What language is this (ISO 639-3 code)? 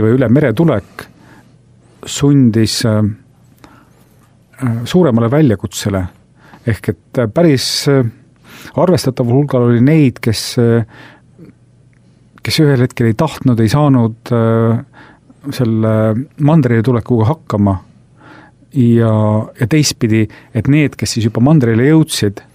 est